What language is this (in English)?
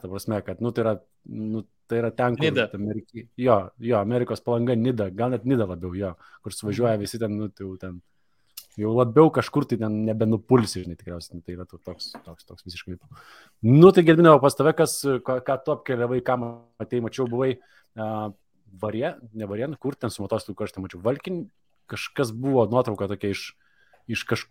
Lithuanian